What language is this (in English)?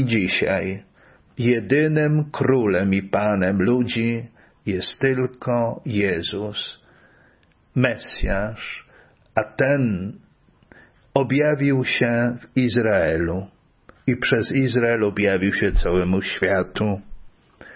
Polish